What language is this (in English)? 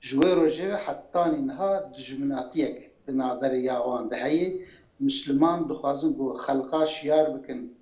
Kurdish